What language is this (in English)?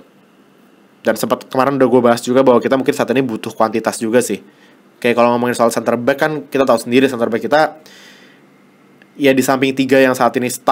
Indonesian